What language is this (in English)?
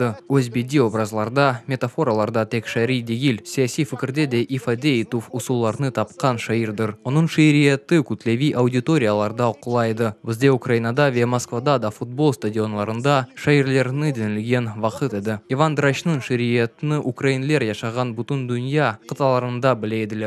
Crimean Tatar